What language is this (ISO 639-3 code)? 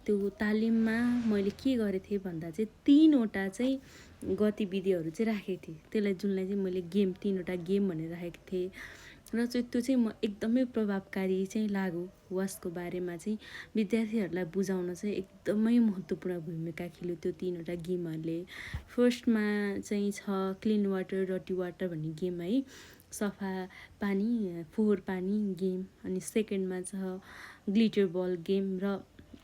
nep